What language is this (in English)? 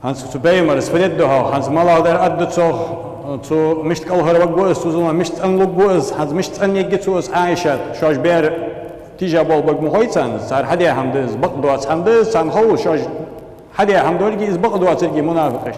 Ingush